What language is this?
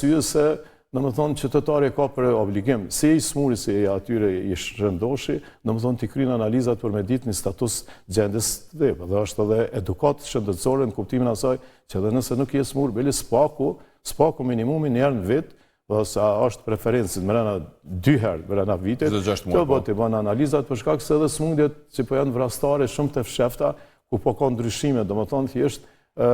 Albanian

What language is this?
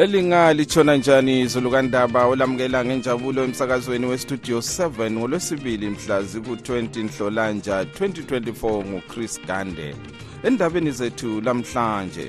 North Ndebele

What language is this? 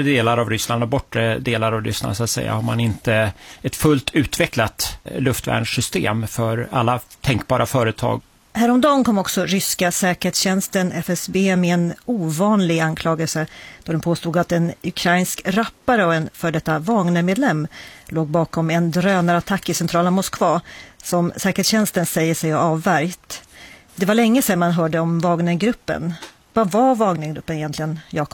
Swedish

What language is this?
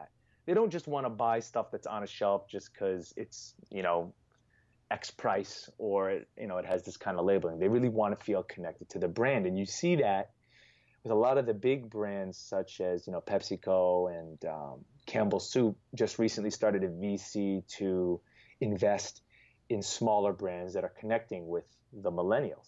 English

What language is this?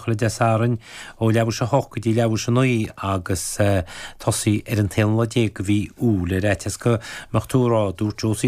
Irish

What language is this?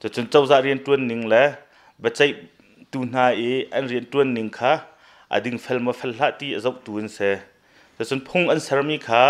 Hakha Chin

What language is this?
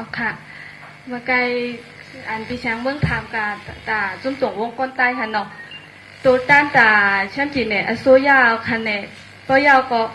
Shan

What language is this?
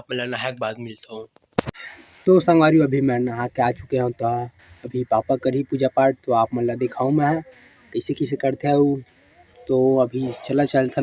Chhattisgarhi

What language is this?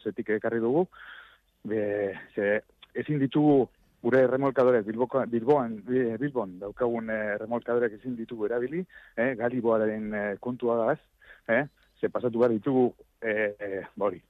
Basque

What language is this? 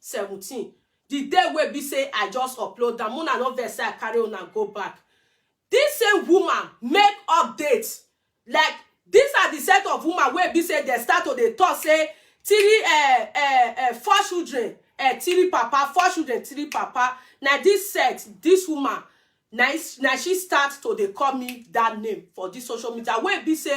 Nigerian Pidgin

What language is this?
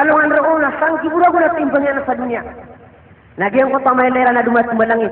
Maranao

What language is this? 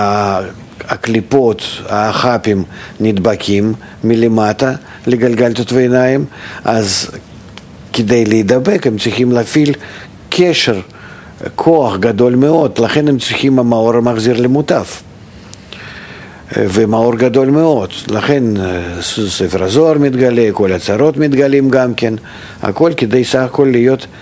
Hebrew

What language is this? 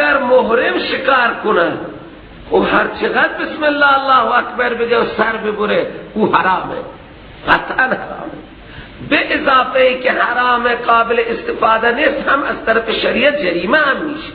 Persian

